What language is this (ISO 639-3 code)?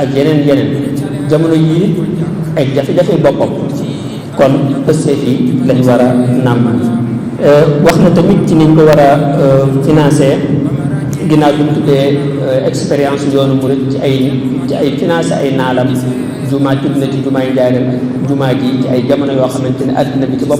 wol